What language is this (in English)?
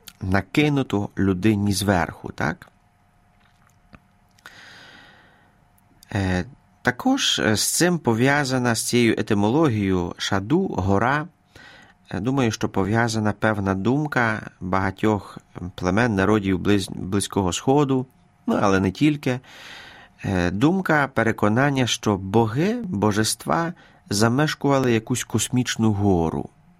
Ukrainian